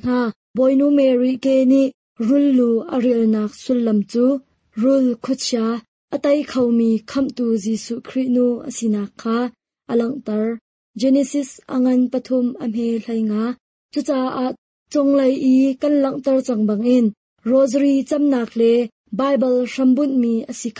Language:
Hakha Chin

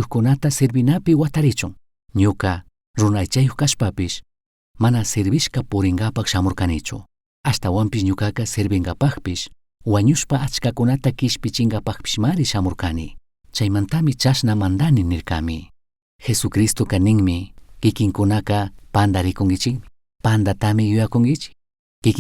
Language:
Chimborazo Highland Quichua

